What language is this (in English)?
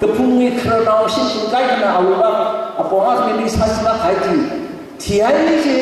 Tangkhul Naga (India)